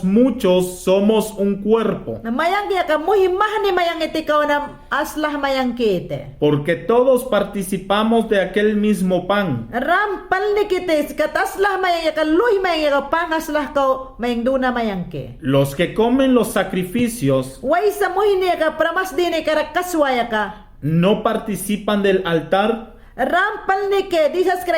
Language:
Mayangna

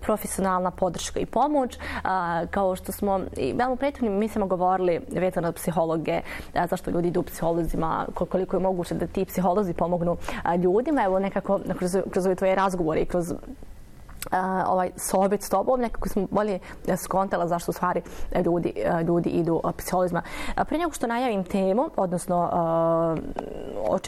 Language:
Bosnian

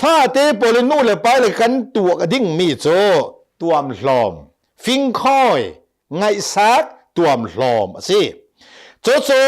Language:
Hakha Chin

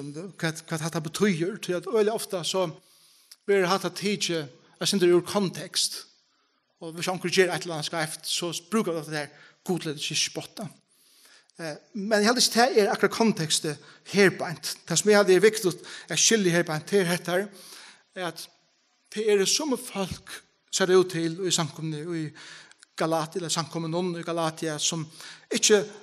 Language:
Faroese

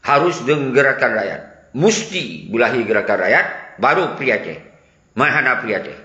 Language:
Achinese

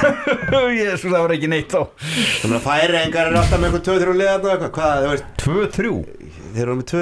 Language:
Icelandic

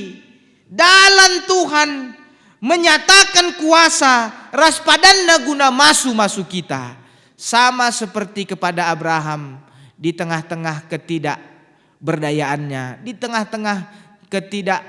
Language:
Batak Karo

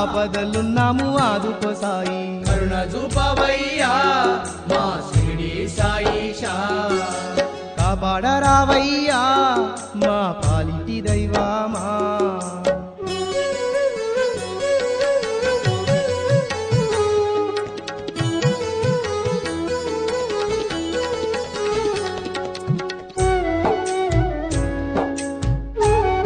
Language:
Telugu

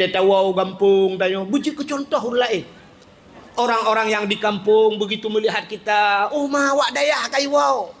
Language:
Achinese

